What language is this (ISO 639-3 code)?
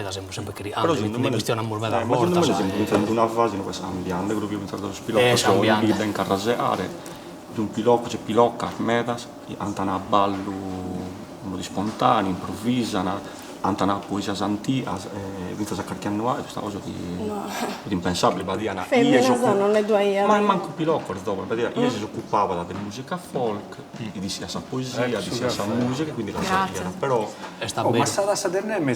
srd